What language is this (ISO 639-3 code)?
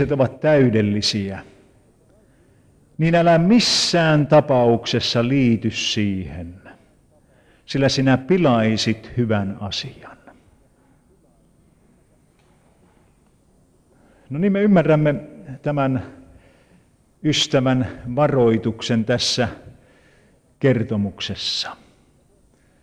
fin